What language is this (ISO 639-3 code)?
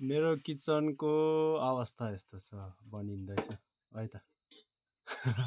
nep